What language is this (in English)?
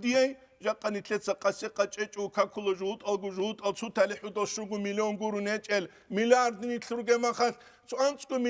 Avaric